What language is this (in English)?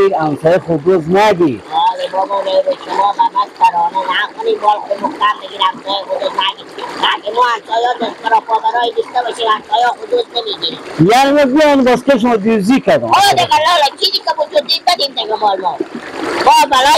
Persian